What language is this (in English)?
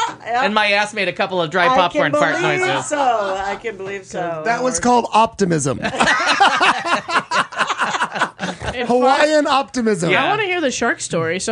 English